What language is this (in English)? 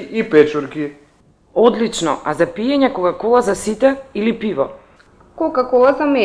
Macedonian